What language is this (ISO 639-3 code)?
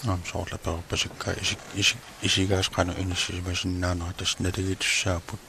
kal